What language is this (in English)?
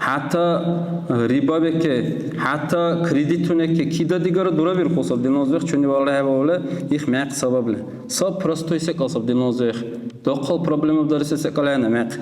Dargwa